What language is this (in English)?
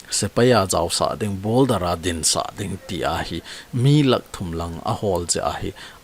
Thado Chin